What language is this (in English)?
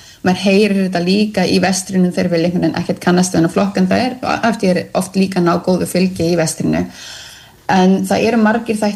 Icelandic